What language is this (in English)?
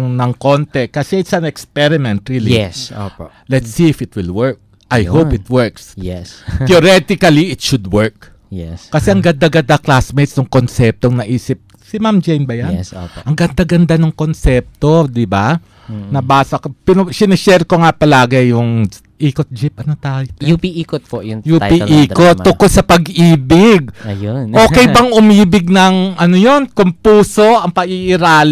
Filipino